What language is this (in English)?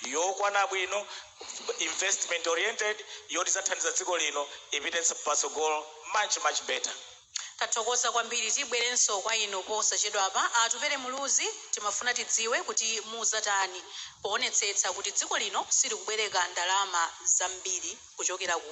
Nyanja